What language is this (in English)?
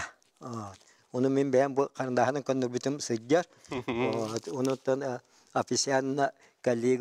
Yakut